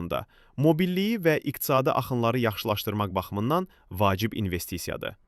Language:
Azerbaijani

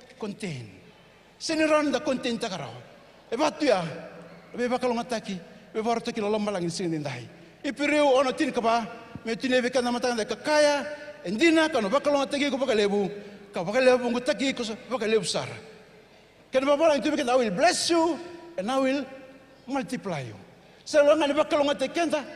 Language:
Fijian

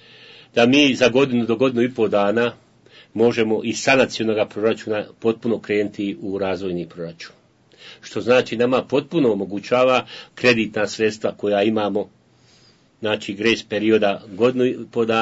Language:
Bosnian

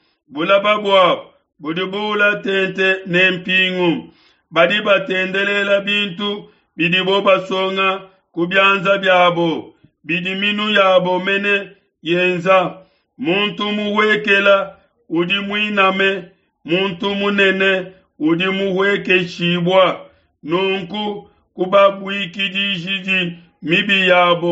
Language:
Luba-Lulua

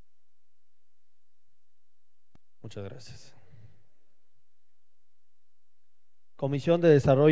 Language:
Spanish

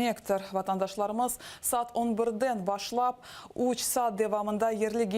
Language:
Crimean Tatar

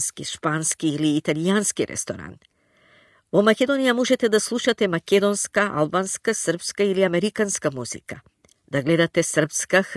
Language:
Macedonian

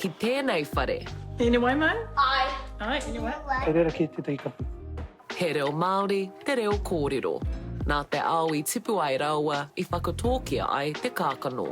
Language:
Māori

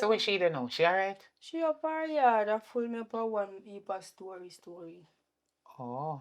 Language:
Jamaican Creole English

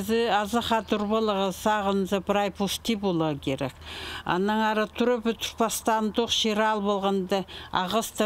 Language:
Khakas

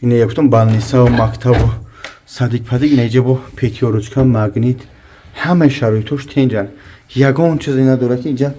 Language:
Tajik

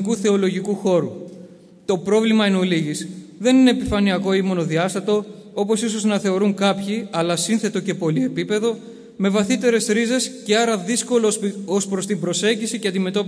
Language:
Greek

